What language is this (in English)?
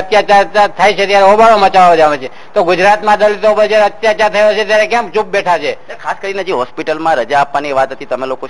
Gujarati